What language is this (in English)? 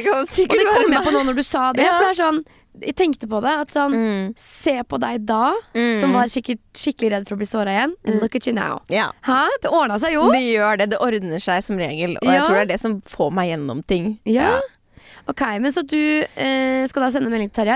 Norwegian